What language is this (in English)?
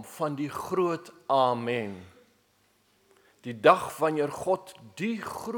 Afrikaans